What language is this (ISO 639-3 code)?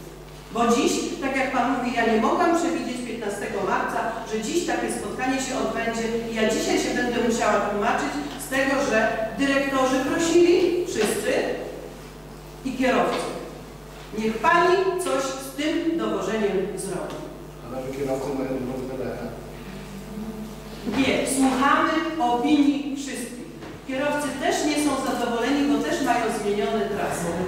pol